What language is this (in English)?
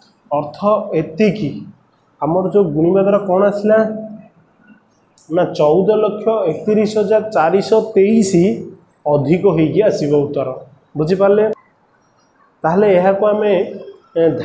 Odia